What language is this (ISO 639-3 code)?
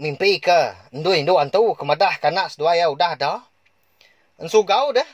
iba